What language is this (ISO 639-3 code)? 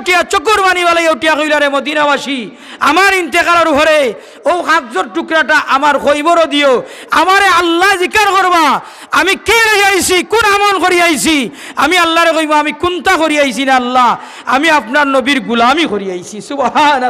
syl